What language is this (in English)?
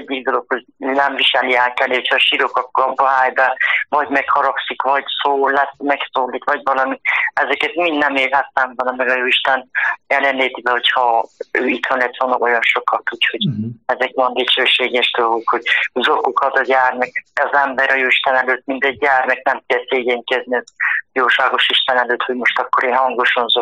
Hungarian